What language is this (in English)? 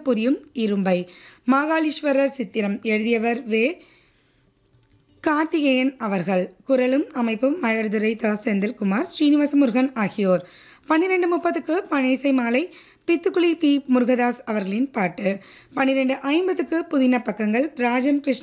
Tamil